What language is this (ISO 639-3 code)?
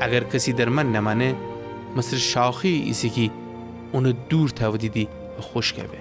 glk